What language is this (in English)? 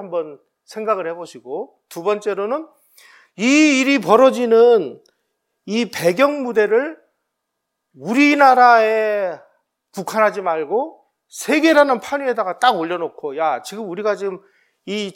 Korean